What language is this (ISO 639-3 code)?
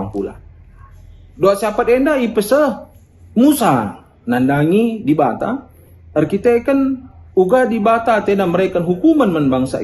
btx